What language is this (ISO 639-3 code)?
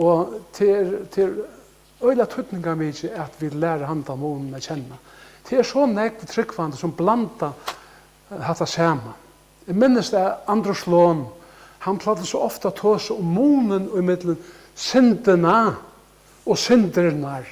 fao